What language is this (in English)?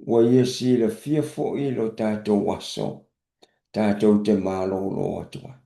Samoan